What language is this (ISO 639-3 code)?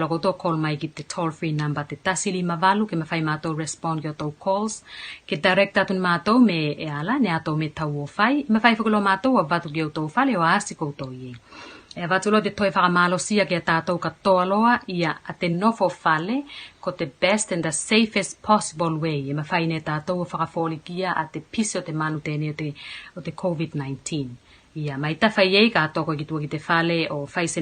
tvl